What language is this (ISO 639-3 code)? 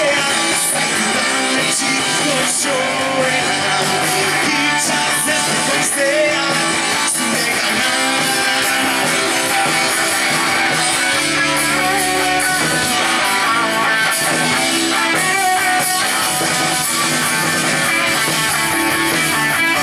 eus